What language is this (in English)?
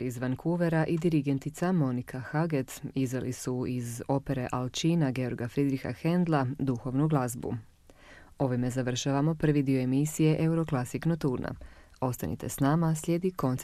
Croatian